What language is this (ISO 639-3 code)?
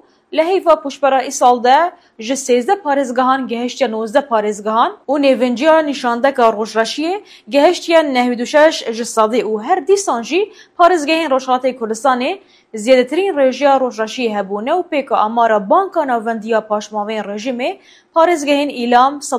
kur